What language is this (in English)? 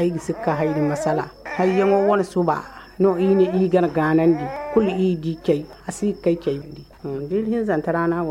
Zarma